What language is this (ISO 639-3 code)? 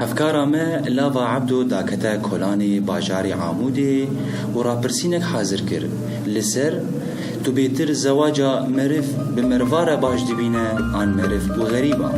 kur